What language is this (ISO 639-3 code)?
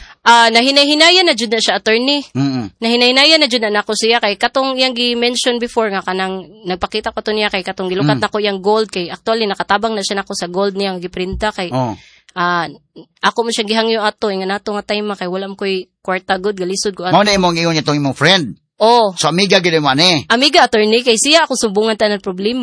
ceb